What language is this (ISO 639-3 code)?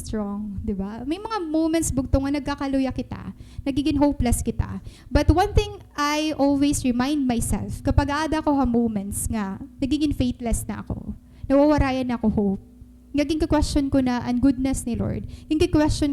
war